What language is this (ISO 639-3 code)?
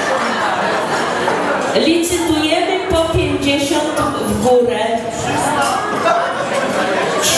pol